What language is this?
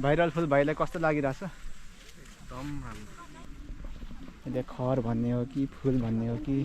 Nepali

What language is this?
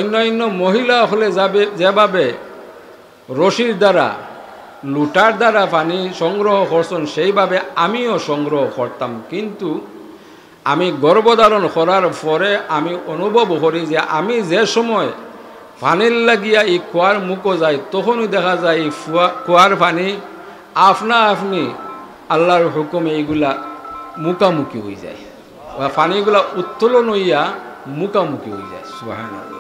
Sylheti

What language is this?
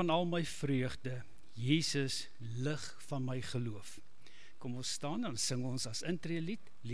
Afrikaans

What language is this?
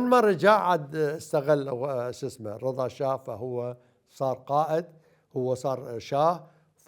Mesopotamian Arabic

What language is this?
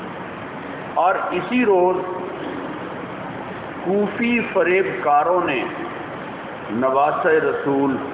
Urdu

